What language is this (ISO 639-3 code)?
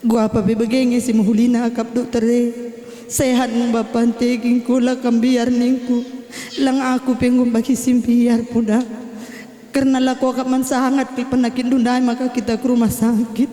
btx